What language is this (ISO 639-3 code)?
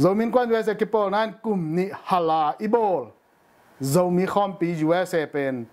ctd